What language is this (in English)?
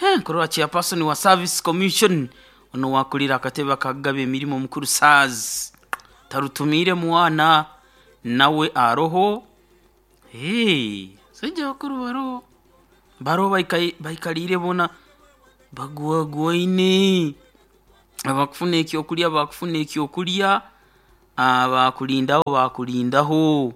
Nyoro